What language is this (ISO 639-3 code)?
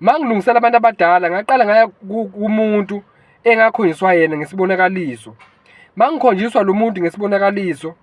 zul